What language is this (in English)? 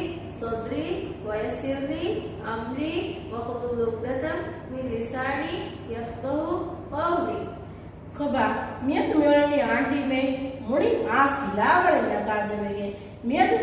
Divehi